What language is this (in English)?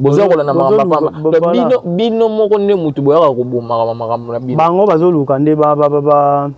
Lingala